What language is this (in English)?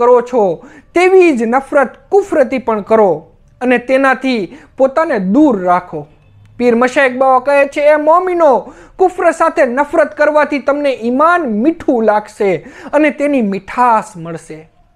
Gujarati